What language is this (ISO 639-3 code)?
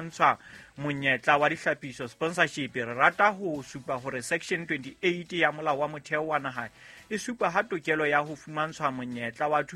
sot